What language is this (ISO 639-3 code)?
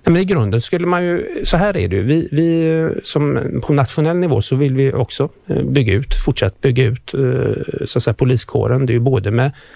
swe